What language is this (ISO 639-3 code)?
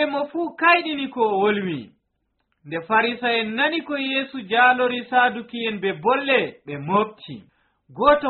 fuv